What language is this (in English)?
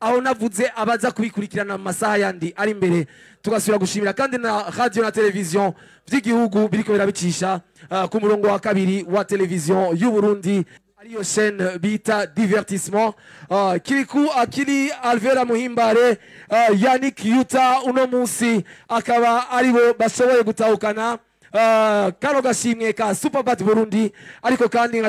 Rundi